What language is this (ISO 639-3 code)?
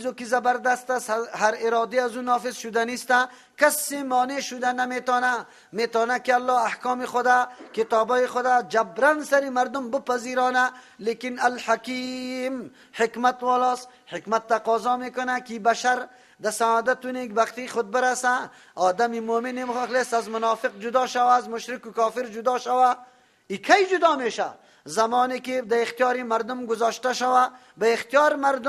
fas